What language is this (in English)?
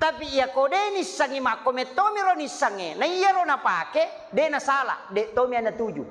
Buginese